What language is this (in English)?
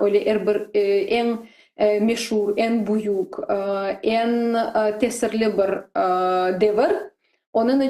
Crimean Tatar